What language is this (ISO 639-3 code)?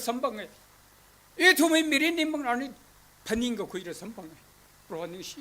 nmf